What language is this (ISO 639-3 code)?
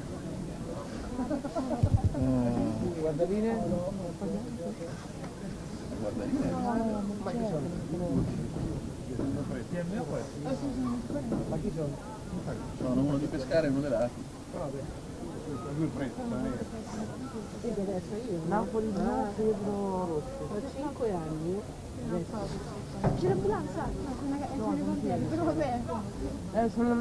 ita